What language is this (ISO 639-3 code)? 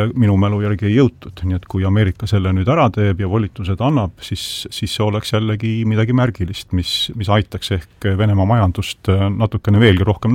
est